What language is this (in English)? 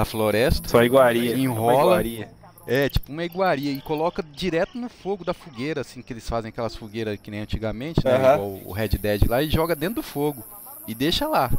Portuguese